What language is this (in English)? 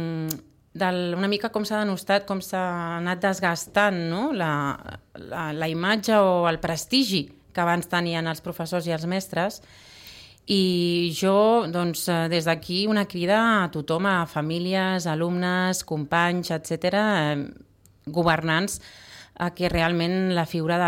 Catalan